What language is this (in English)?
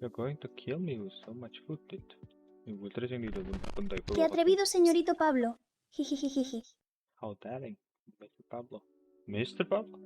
Kara-Kalpak